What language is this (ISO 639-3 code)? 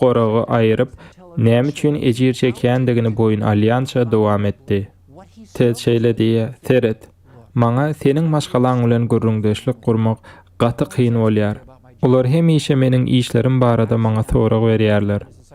tuk